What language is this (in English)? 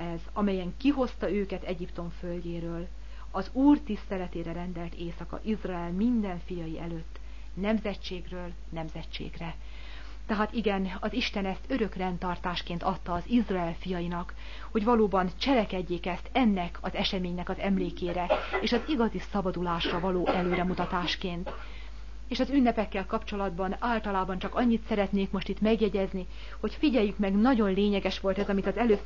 Hungarian